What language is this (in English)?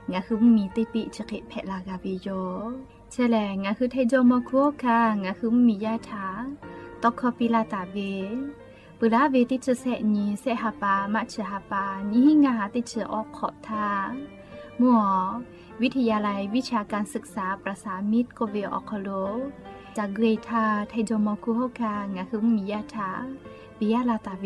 Lahu